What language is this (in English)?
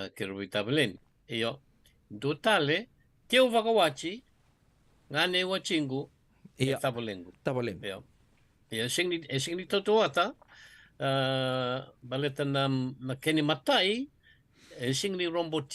Fijian